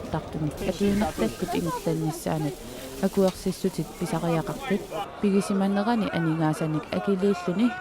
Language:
Kalaallisut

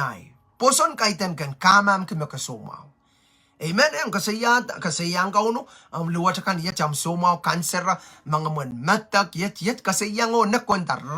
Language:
Pohnpeian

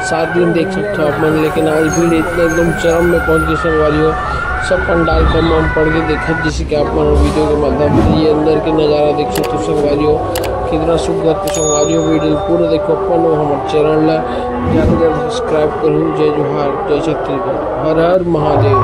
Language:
Chhattisgarhi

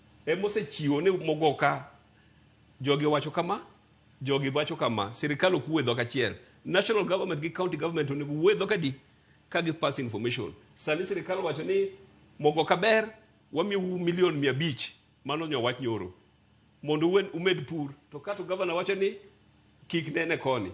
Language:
Luo (Kenya and Tanzania)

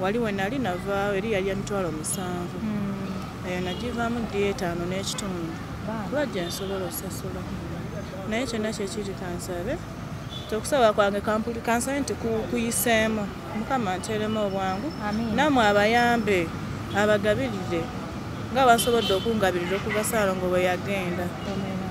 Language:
Ganda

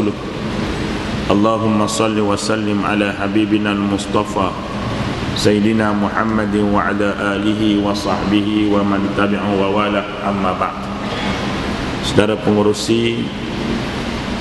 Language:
Malay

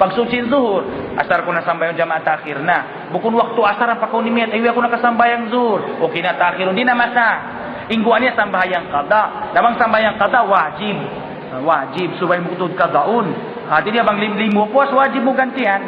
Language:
Tausug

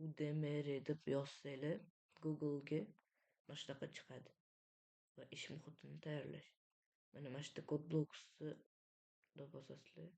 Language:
Uzbek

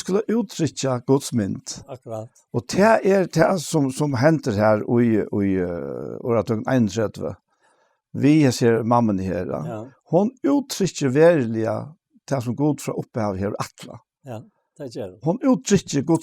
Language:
Faroese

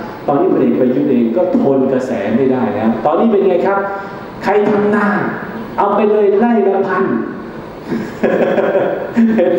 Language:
Thai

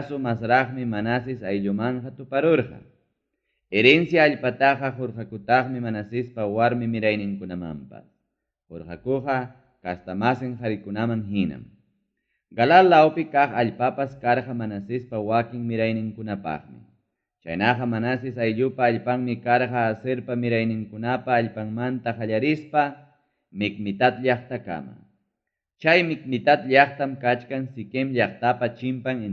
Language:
Ayacucho Quechua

